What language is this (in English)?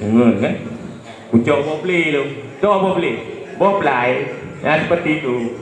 Achinese